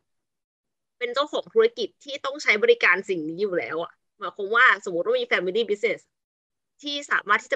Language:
Thai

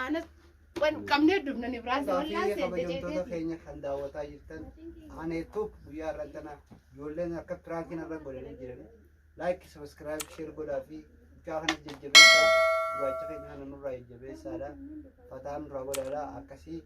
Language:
Oromo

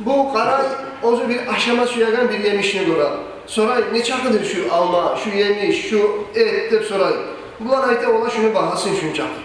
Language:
Kumyk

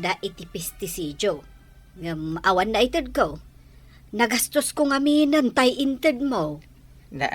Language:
Iloko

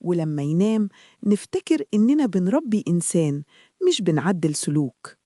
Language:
Egyptian Arabic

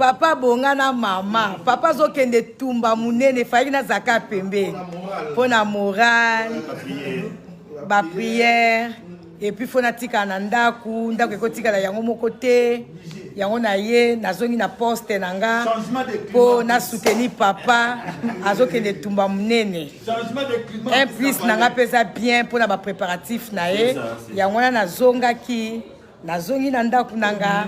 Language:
Lingala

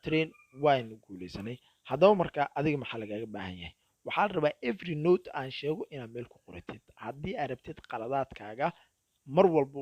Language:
Somali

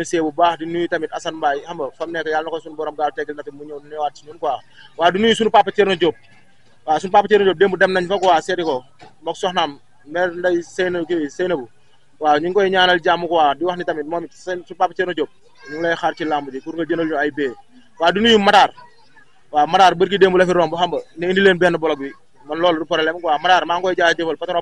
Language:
Wolof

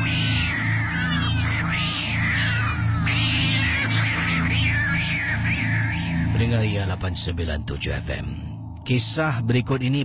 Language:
Malay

